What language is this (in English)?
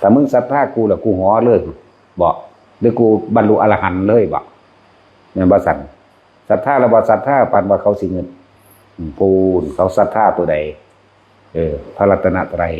Northeastern Thai